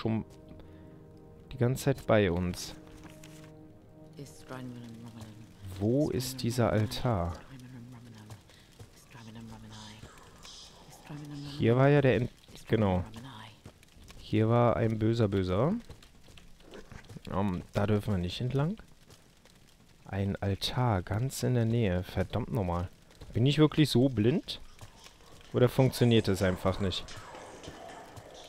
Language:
German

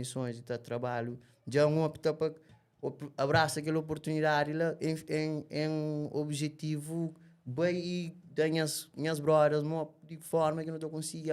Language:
Kabuverdianu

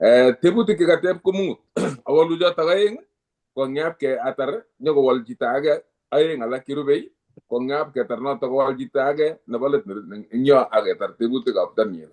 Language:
Kalenjin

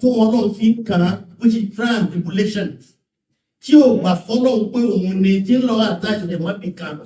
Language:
Yoruba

